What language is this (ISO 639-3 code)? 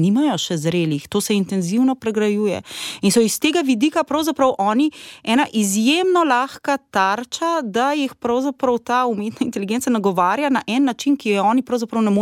slv